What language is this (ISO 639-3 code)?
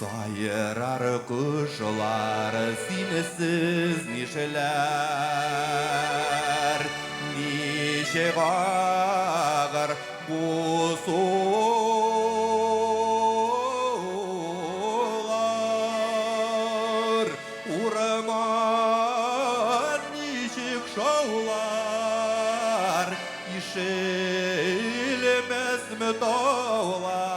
bak